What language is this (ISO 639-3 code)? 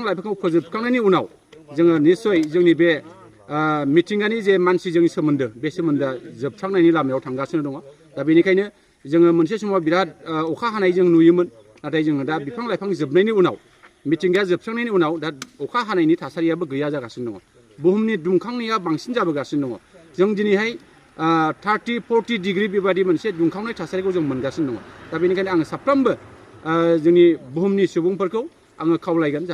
brx